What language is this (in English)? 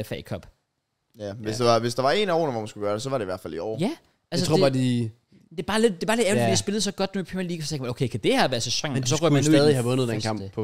Danish